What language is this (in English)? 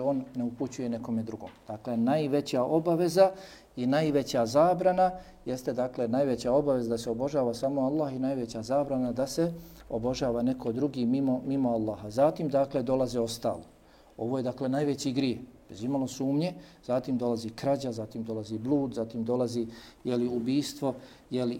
Bosnian